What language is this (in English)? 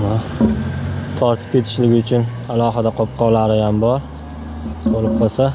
Uzbek